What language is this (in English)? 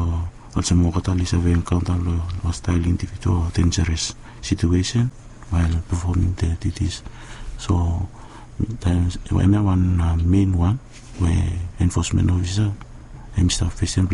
Bislama